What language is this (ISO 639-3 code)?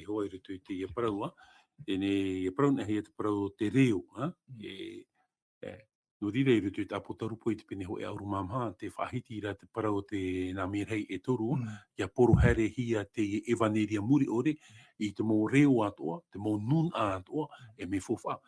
tah